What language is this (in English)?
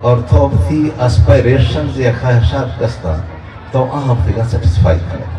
Eastern Balochi